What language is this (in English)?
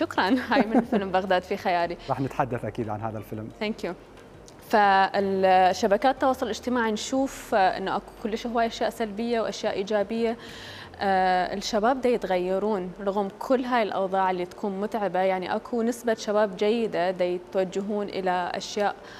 Mesopotamian Arabic